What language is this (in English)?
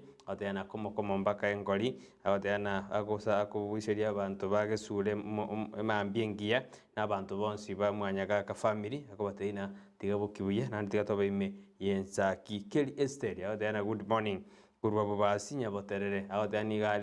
Gusii